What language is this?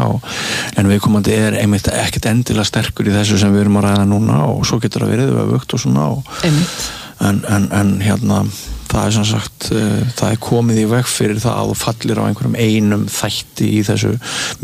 Icelandic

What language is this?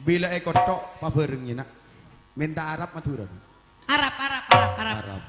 Madurese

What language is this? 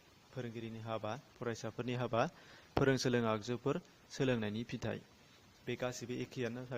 Bodo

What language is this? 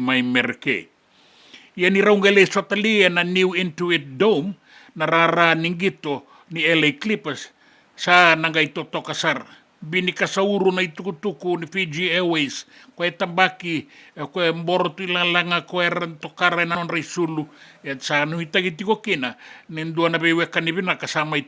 Fijian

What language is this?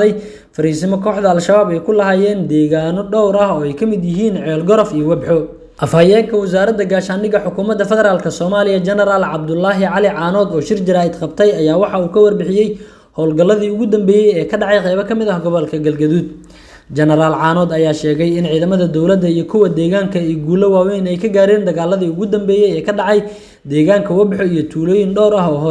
Somali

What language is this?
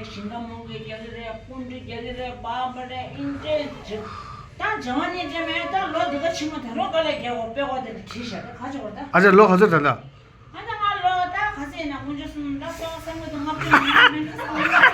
Tibetan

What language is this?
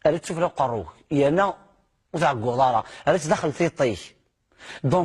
Kabyle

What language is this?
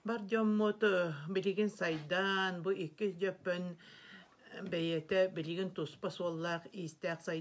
Yakut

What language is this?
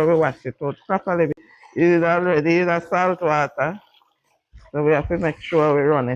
Jamaican Creole English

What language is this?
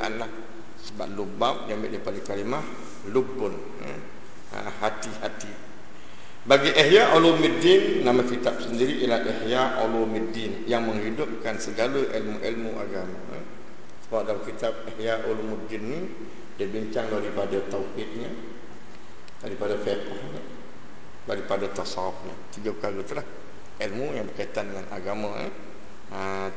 Malay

